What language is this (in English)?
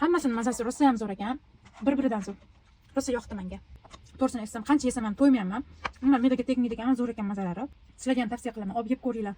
Uzbek